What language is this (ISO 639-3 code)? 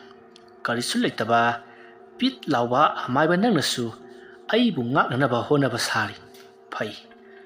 mni